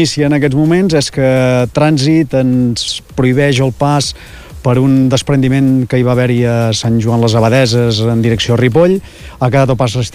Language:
Catalan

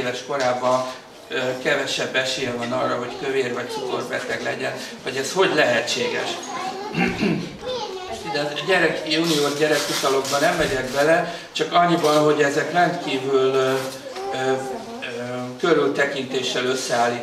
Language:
Hungarian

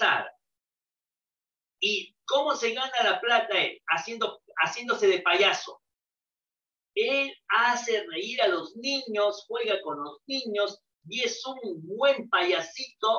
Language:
Spanish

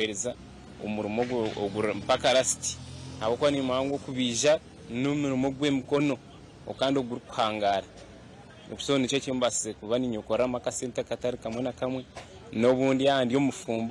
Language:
Nyankole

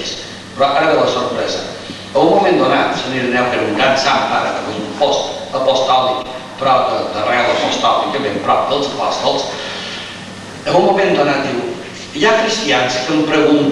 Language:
Catalan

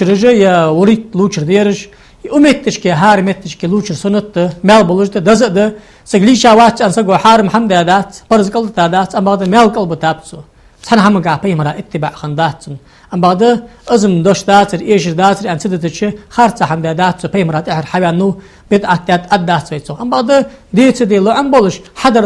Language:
Ingush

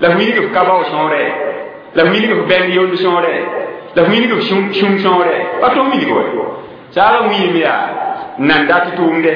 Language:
Mossi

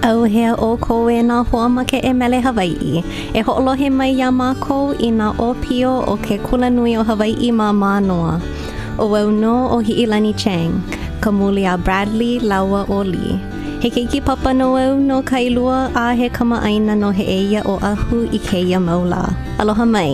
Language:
Hawaiian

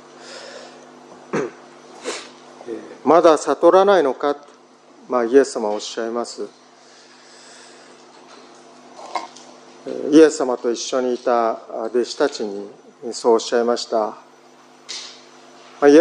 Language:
Japanese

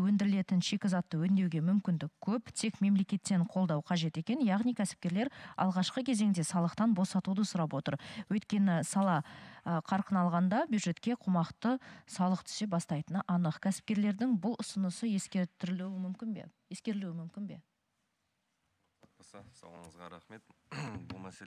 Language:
Kazakh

